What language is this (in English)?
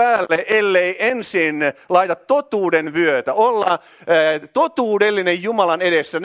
Finnish